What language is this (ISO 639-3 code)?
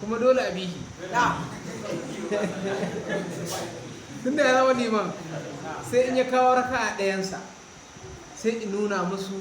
hau